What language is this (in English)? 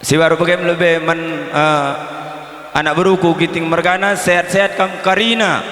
Batak Karo